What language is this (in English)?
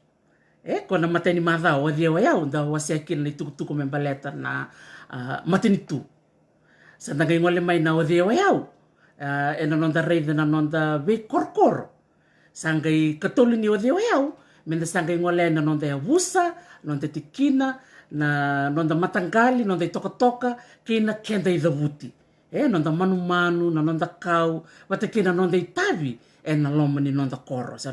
Fijian